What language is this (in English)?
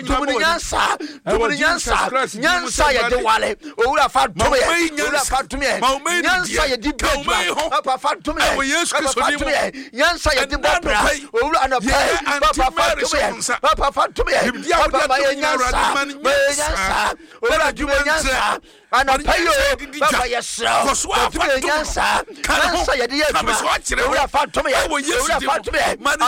Akan